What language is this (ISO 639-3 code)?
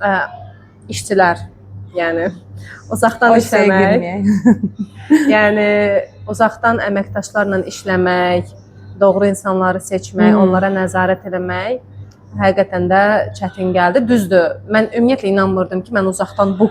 aze